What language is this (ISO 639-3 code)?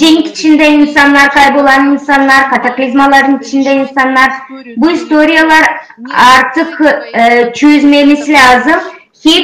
gag